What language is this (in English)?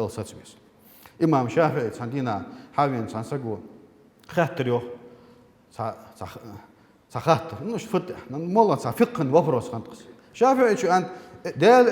Ingush